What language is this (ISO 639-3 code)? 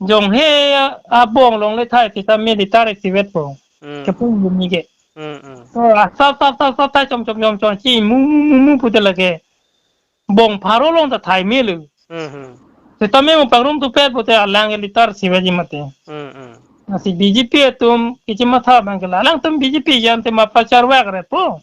mjw